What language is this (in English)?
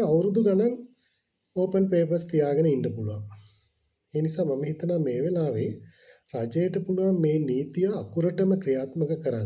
Sinhala